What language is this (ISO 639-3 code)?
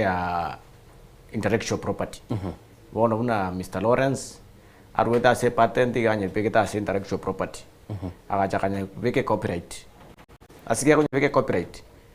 guz